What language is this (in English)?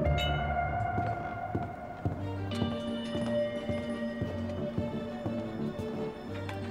Russian